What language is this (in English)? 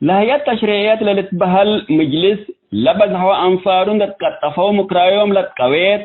Tigre